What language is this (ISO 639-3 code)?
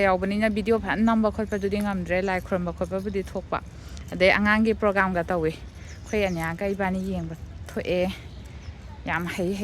mni